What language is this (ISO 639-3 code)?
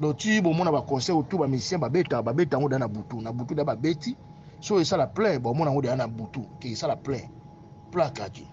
lin